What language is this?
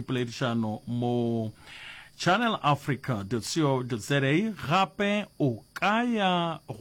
Northern Sotho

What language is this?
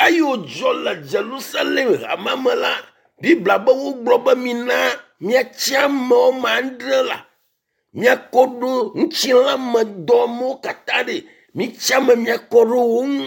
Ewe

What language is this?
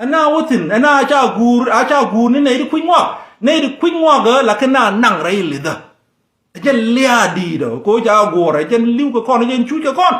Nuer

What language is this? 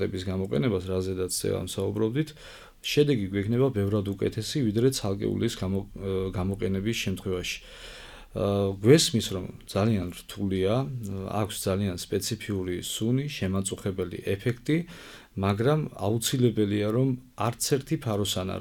Georgian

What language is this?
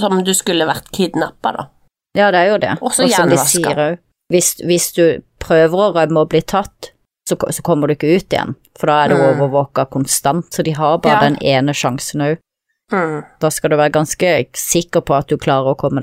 Norwegian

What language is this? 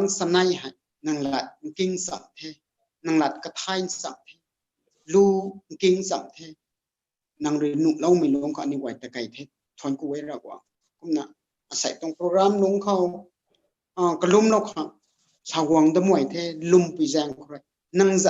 Rongmei Naga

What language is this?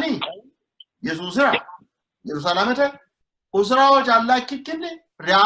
Sidamo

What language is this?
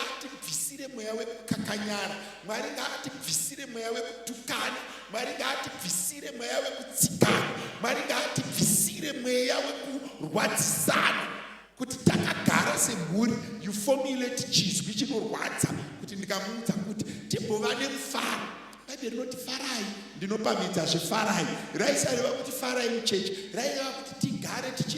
Shona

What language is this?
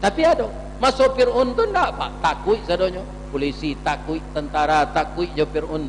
Minangkabau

